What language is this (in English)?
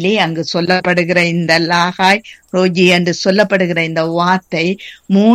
Tamil